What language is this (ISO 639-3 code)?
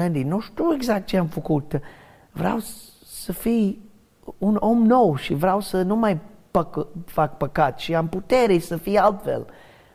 ron